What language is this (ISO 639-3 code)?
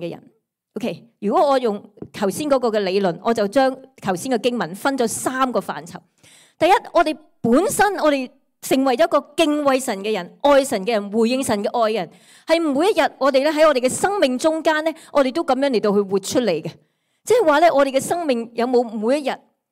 yue